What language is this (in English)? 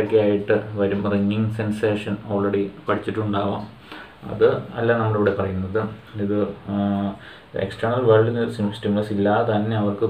Malayalam